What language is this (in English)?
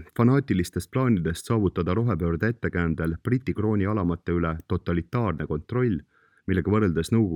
Estonian